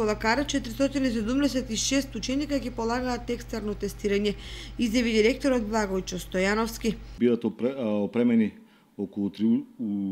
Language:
Macedonian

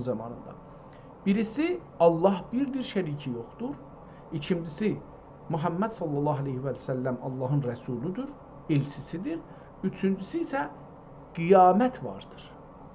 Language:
South Azerbaijani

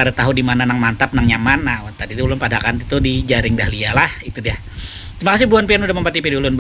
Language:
Banjar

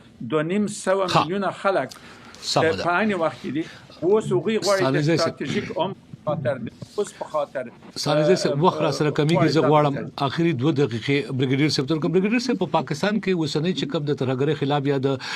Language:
Pashto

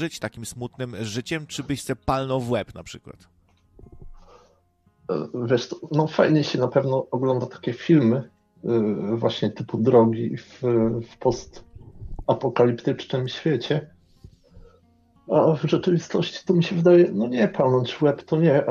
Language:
Polish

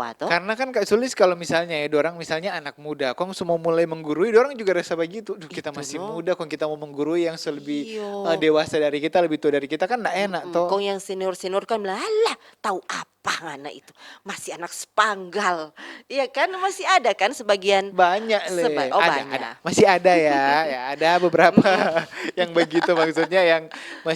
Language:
Manado Malay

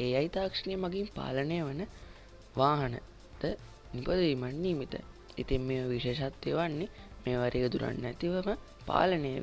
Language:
Sinhala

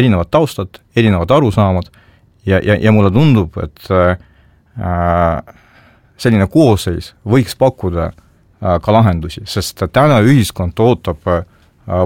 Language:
Estonian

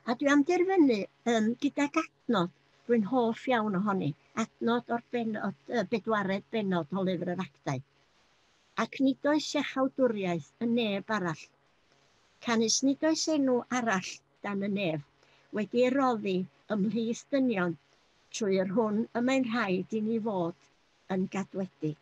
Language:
Welsh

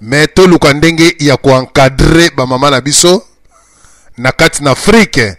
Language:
Lingala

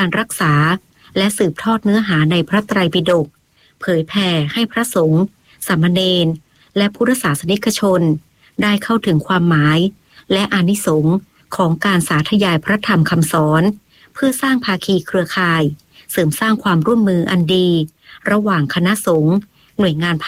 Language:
Thai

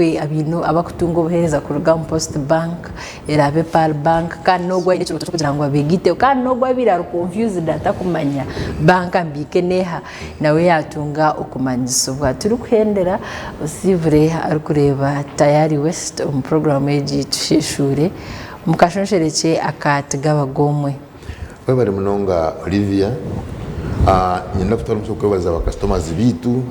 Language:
Nyankole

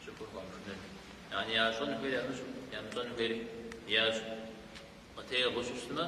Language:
Kabardian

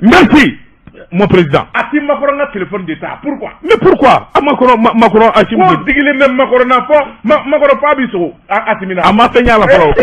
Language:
Bambara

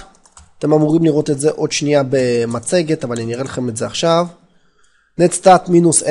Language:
Hebrew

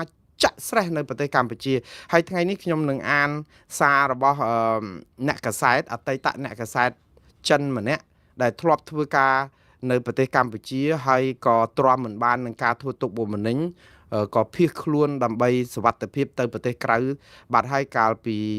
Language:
Khmer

